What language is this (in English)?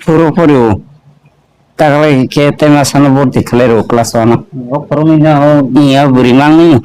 Kok Borok